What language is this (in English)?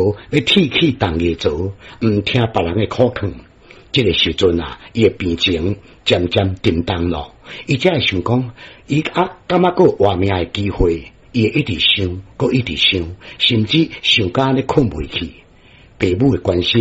Min Nan Chinese